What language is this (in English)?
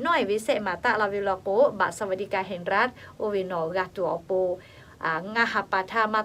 Lahu